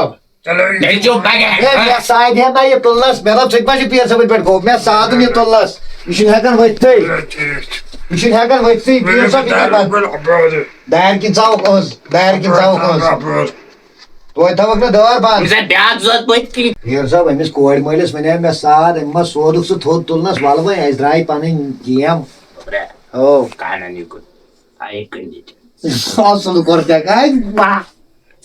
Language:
Kashmiri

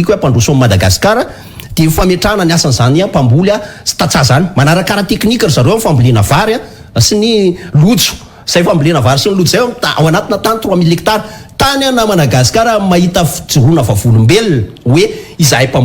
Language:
Malagasy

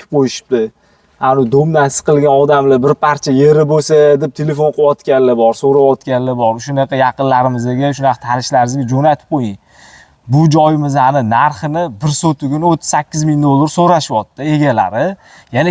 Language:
Uzbek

